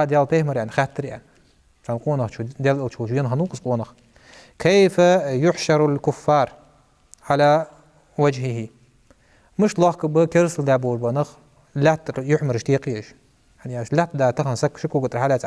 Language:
Ingush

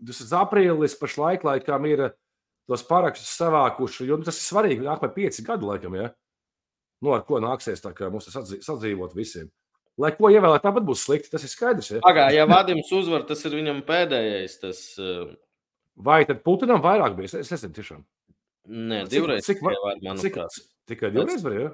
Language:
Latvian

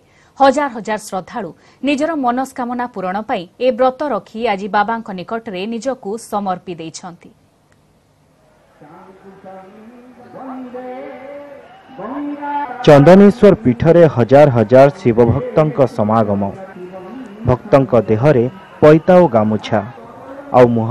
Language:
Odia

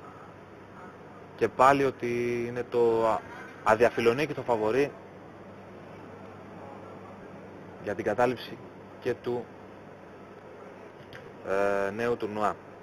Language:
Greek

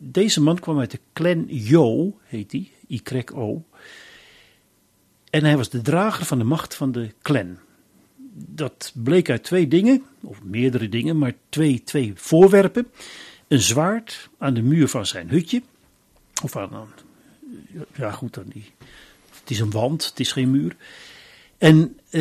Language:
Dutch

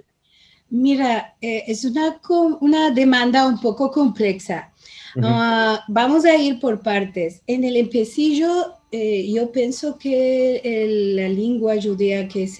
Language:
Ladino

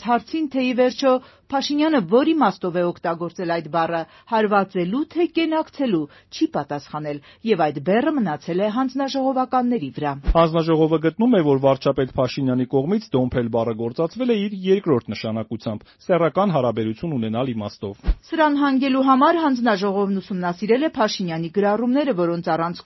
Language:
Armenian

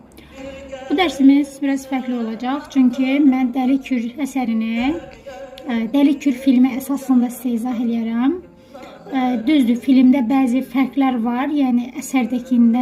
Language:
Azerbaijani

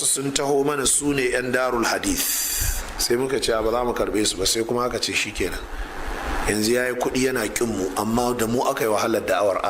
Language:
Hausa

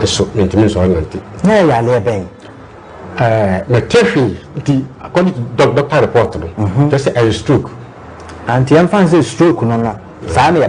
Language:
Akan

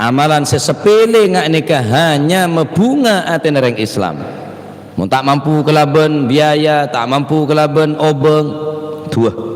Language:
Madurese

